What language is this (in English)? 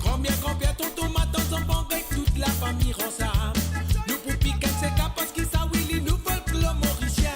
Morisyen